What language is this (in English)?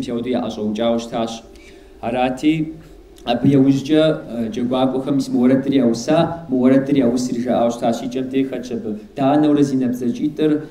Kabardian